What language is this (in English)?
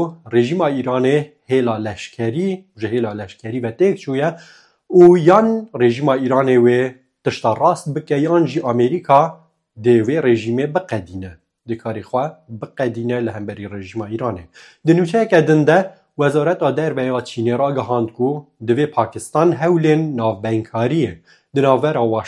Kurdish